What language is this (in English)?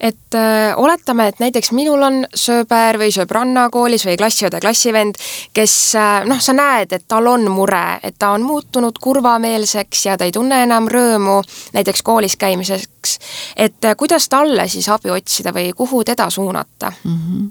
Estonian